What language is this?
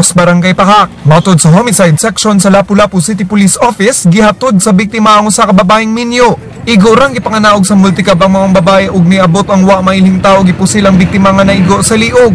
Cebuano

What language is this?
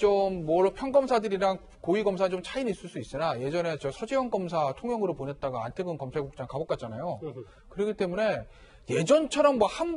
Korean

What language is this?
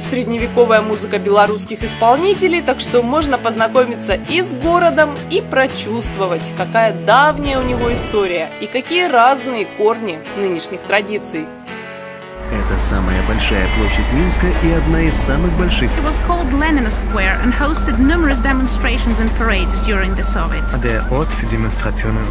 Russian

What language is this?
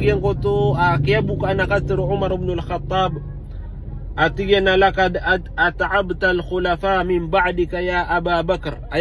Maranao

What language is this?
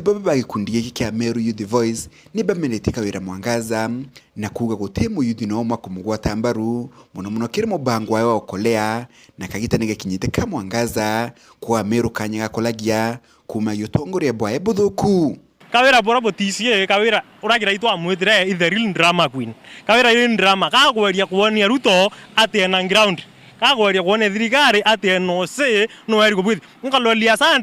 Meru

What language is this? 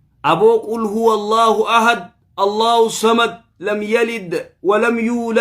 Oromo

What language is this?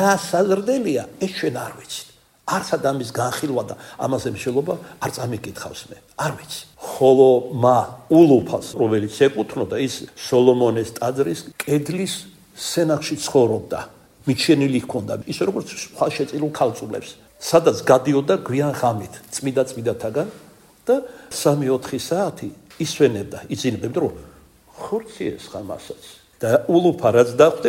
Georgian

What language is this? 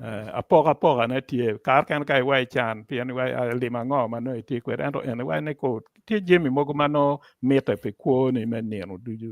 Acoli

